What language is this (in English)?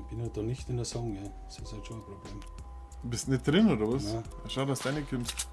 Bavarian